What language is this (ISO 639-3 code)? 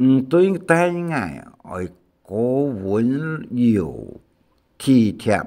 hak